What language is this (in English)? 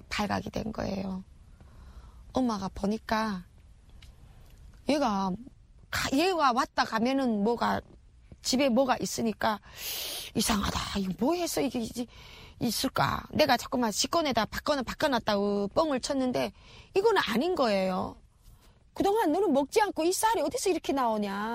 Korean